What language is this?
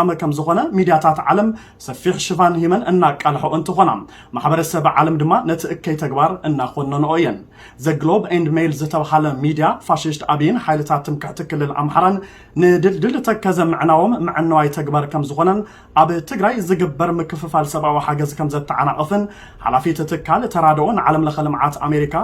Tigrinya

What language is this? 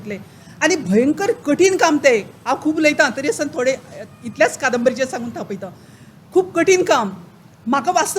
Konkani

